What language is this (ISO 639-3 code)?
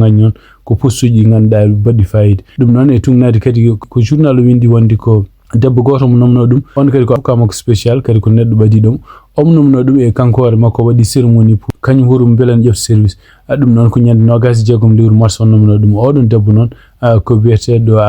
ful